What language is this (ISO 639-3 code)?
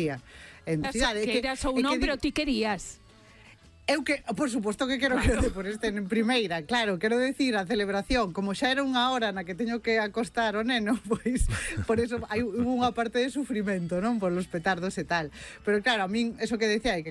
glg